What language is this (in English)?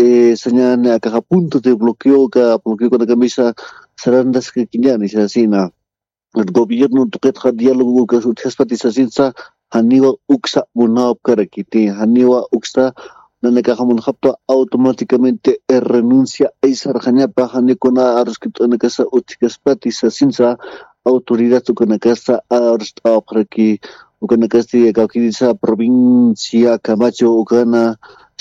Aymara